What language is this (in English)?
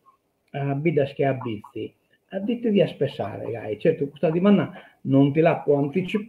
Sardinian